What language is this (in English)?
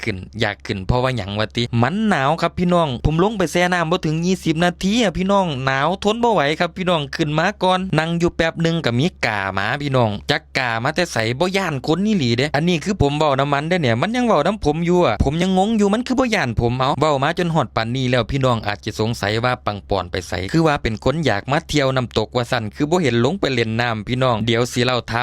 Northeastern Thai